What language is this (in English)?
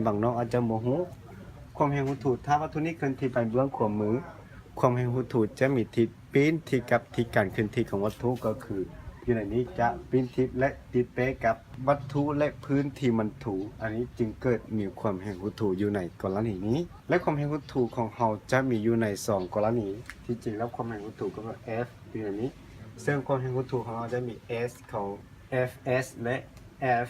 Lao